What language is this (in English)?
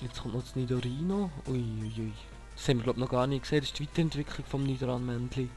Swiss German